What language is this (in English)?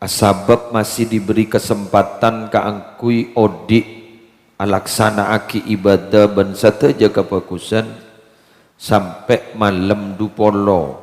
Madurese